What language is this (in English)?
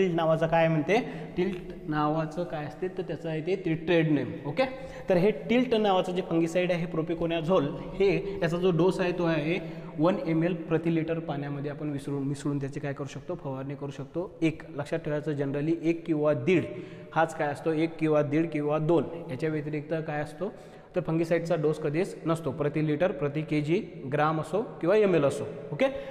Marathi